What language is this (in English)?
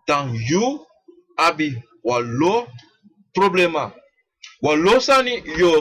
Sranan Tongo